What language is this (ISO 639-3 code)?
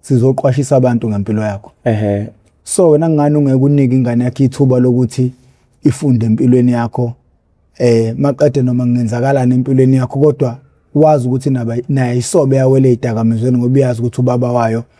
zul